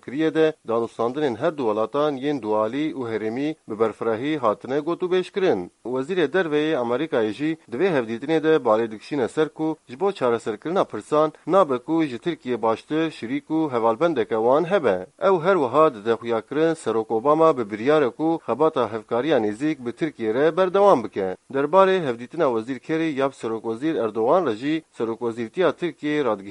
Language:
Kurdish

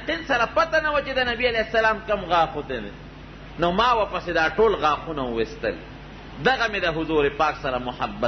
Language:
Pashto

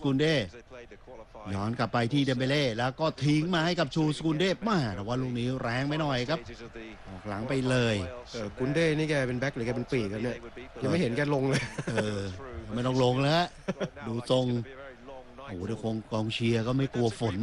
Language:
Thai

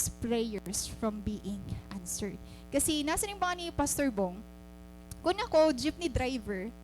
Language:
Waray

